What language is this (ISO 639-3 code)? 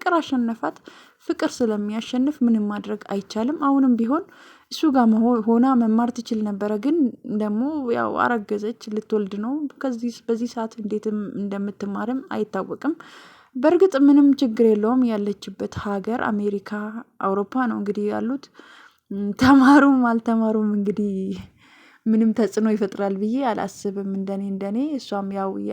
amh